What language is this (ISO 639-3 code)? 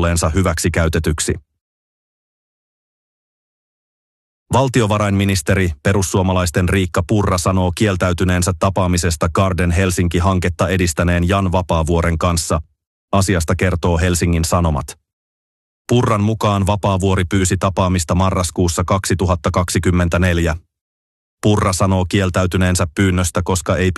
fin